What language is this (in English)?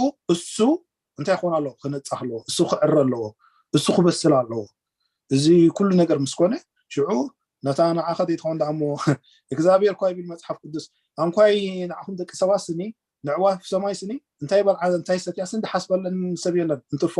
Tigrinya